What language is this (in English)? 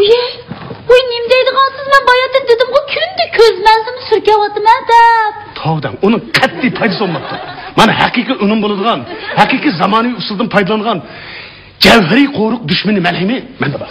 Uyghur